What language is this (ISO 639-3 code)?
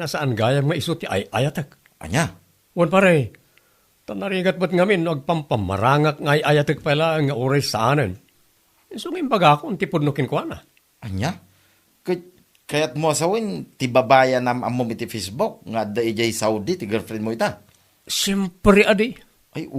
ilo